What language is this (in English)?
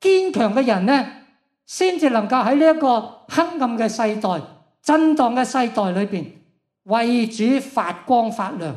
Cantonese